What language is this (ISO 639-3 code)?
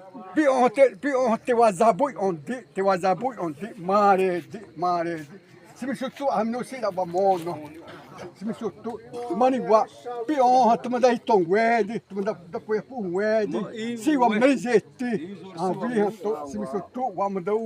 xav